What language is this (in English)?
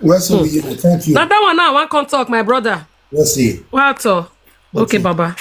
Nigerian Pidgin